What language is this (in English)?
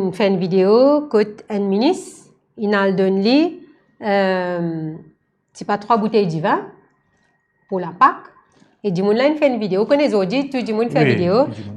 Morisyen